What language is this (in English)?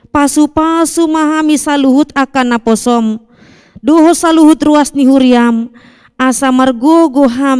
Batak Toba